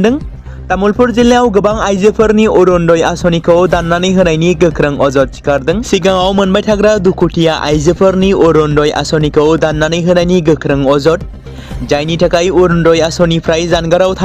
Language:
Bodo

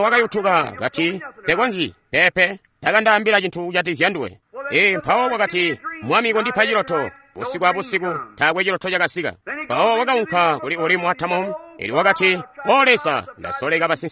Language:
Tonga (Zambia)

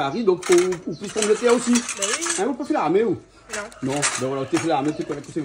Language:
Réunion Creole French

